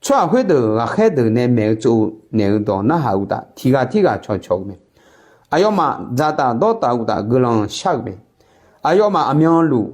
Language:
Akha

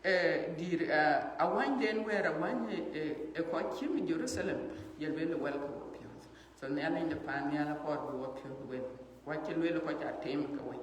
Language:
Dinka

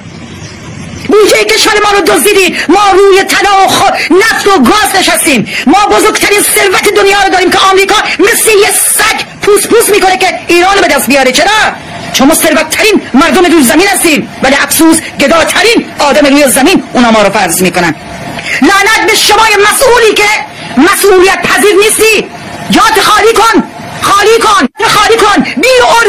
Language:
Persian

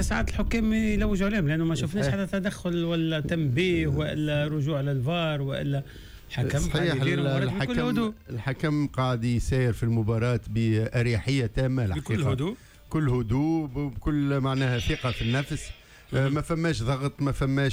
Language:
Tunisian Arabic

